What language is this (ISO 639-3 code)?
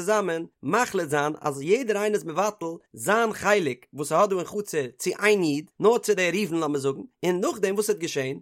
yid